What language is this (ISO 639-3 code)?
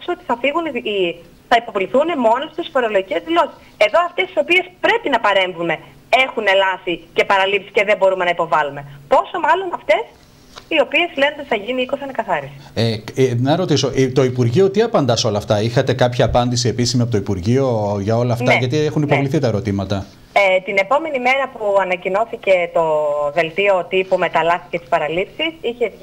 ell